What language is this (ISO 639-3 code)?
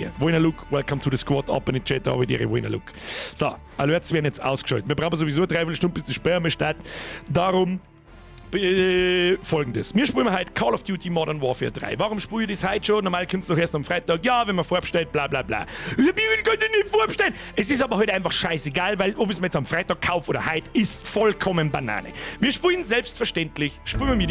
bar